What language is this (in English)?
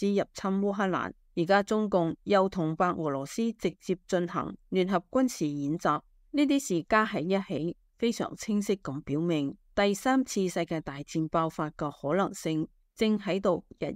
Cantonese